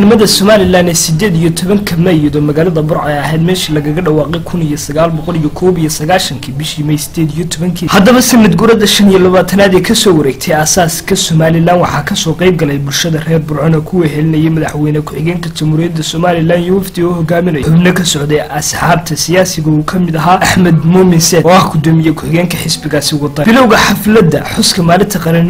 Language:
Somali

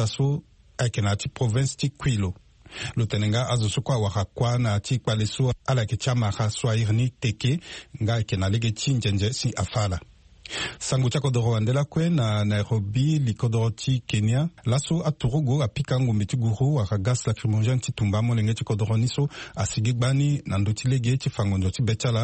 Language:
Sango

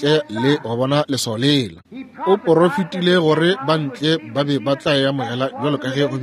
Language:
Northern Sotho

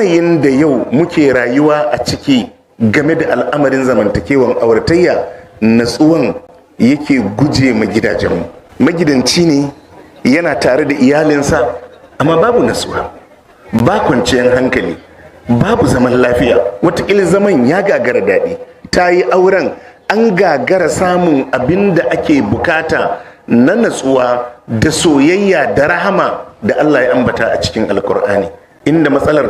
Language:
Hausa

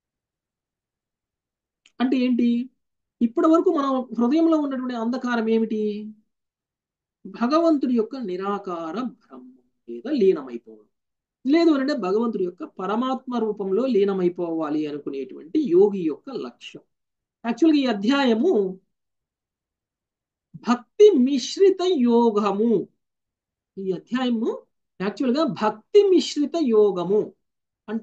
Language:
Telugu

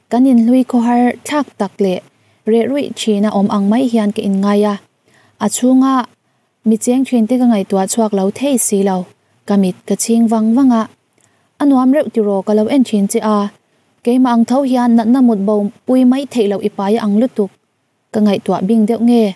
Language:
Mizo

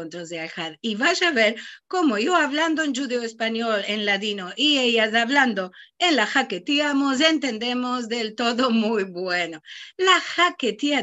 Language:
Ladino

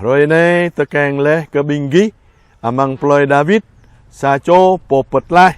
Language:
Jarai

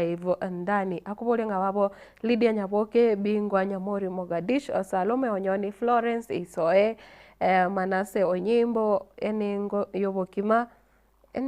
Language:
Gusii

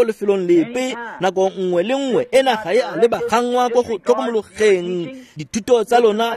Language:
Tswana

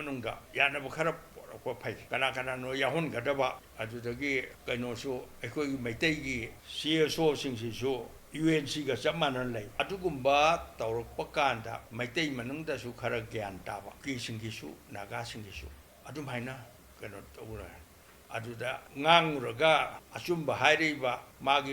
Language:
Manipuri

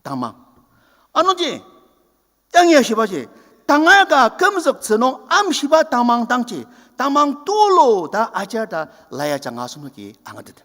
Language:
Ao Naga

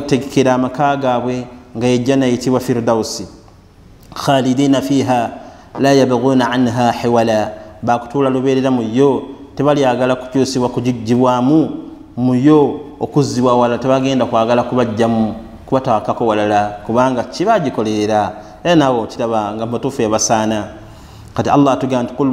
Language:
Ganda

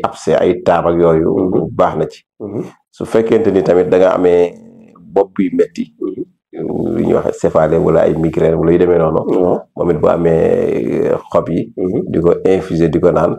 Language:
Wolof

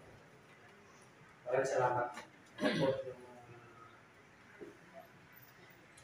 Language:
Filipino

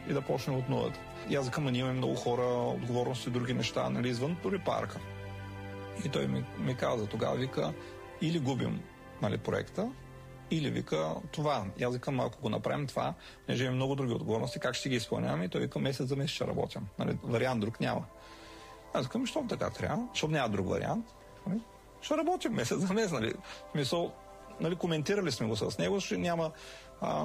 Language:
Bulgarian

